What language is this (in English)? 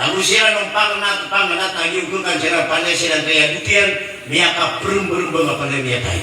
Maranao